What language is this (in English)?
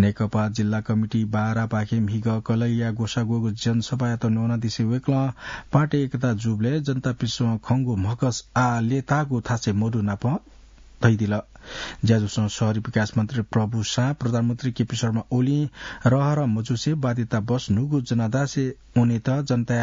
Newari